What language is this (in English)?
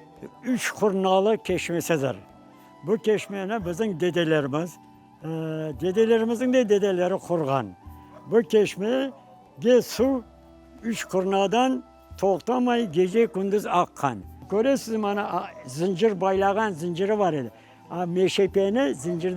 Crimean Tatar